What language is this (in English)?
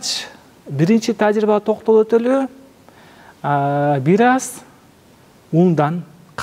Kyrgyz